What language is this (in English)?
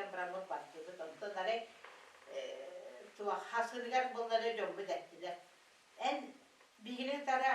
Yakut